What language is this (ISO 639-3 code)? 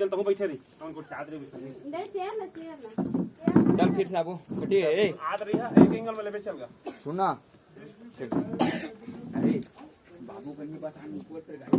hne